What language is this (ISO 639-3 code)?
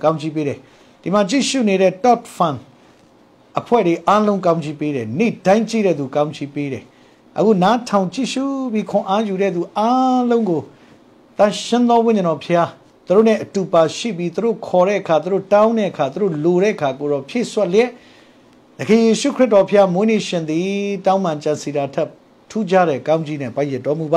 mya